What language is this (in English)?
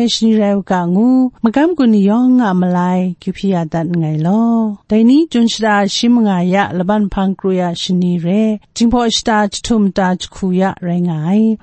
Kachin